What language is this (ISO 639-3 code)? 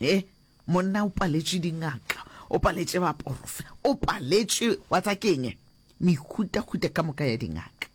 nso